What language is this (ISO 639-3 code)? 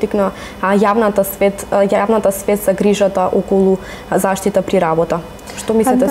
mkd